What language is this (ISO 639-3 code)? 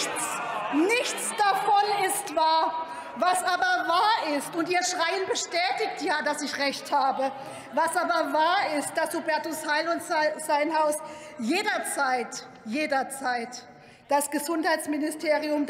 deu